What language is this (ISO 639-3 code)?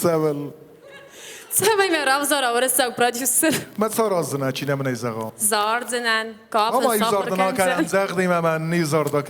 oss